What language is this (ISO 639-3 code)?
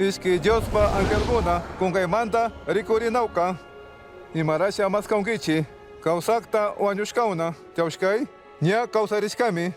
qug